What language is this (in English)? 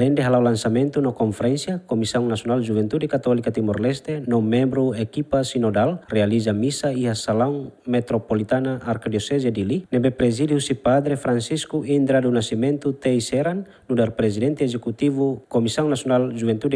Tetum